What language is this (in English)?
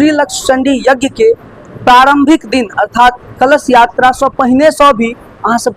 Maithili